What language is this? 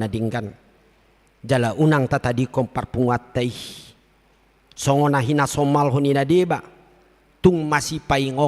Batak Toba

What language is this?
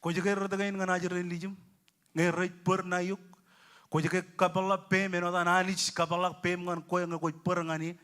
Marshallese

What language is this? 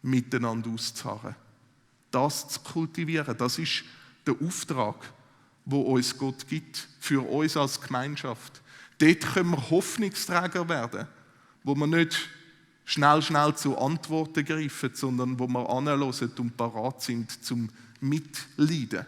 Swiss German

